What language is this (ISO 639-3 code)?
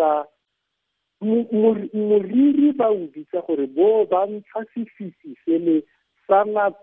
tsn